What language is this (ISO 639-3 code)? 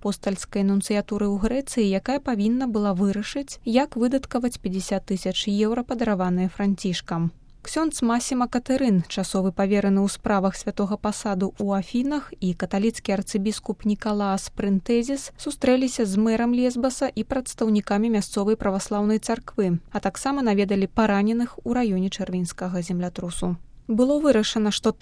bel